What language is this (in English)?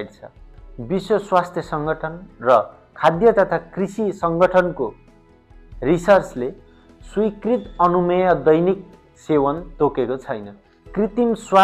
Nepali